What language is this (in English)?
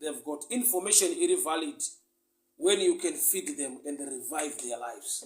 Shona